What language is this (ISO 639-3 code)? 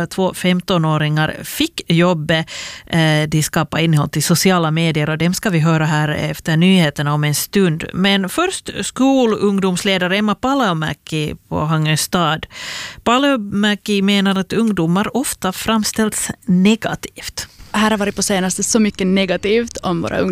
swe